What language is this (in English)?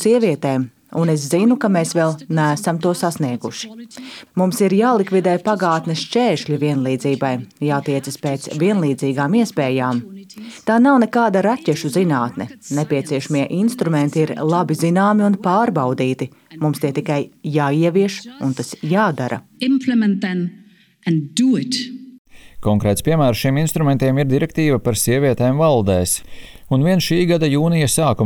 Latvian